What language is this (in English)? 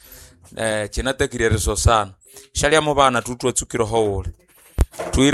Nande